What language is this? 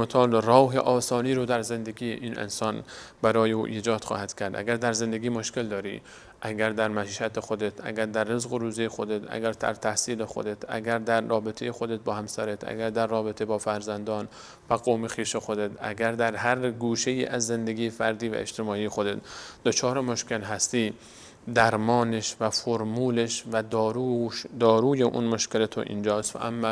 Persian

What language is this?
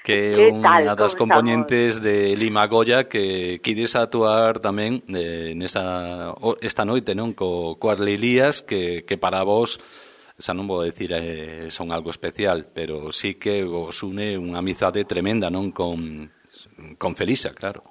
Galician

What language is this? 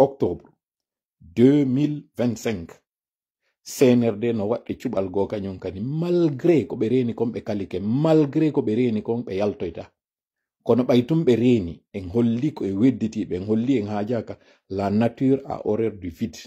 Pular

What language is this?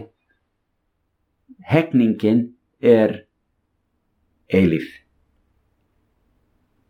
Icelandic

